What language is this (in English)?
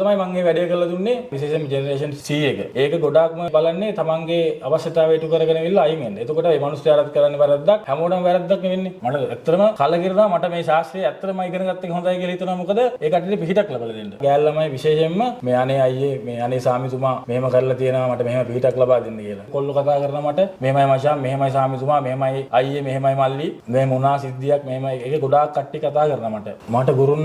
Sinhala